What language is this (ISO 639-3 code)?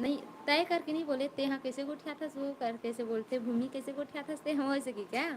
hne